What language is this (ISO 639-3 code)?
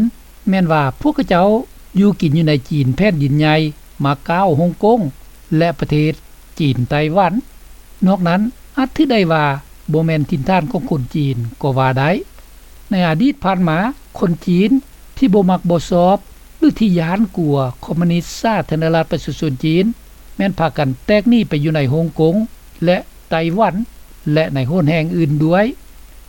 lao